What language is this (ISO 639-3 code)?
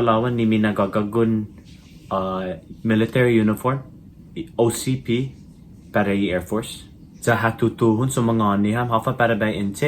cha